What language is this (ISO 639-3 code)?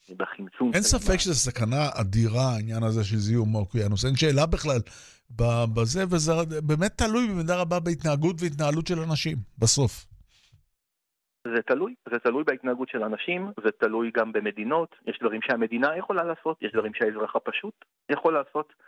heb